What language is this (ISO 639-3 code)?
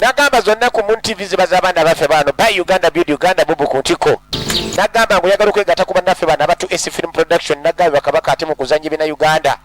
lug